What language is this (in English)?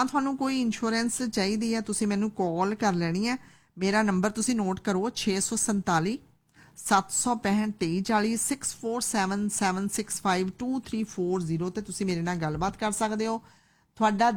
Punjabi